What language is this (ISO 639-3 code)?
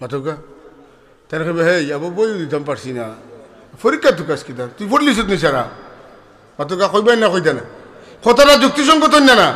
syl